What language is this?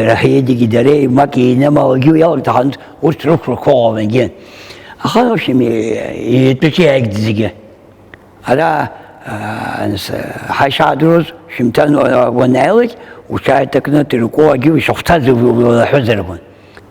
Abkhazian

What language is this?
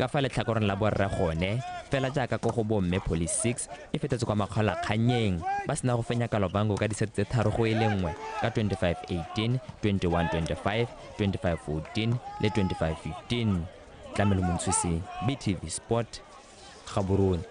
Tswana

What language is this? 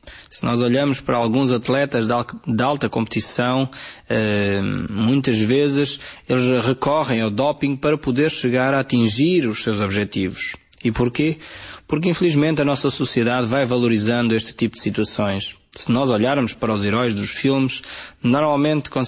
Portuguese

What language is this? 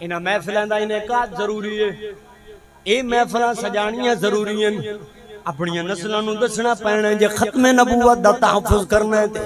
Saraiki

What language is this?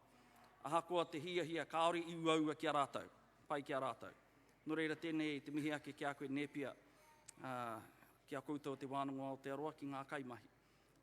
Māori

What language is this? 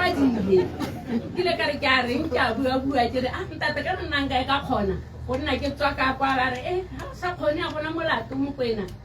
Tswana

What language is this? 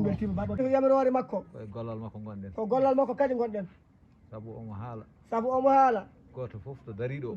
Fula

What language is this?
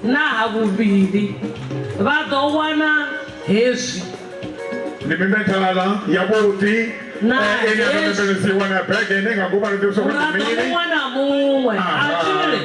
Venda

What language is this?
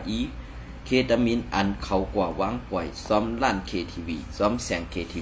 Shan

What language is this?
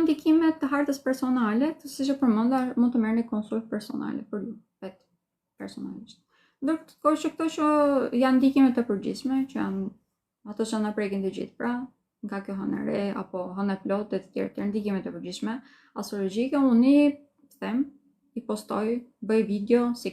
Albanian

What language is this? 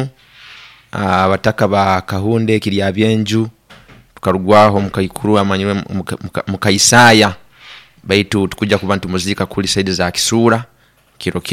Nyoro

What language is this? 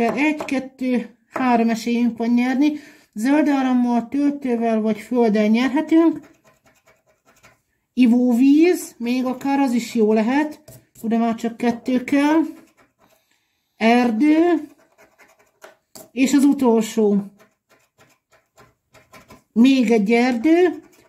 Hungarian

